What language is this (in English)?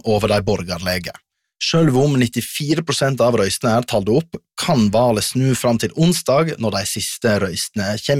Norwegian